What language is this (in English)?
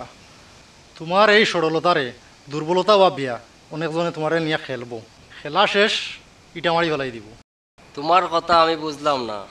Sylheti